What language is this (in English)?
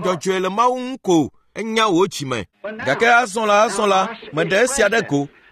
Ewe